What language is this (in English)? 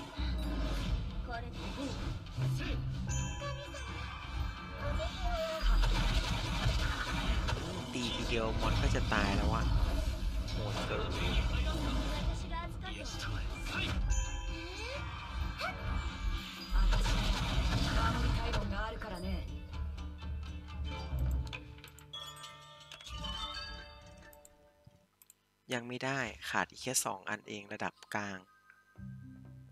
Thai